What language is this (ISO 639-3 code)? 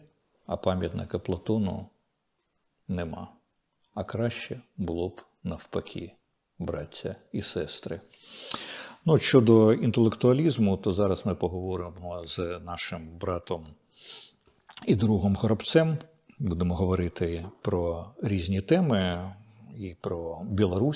ukr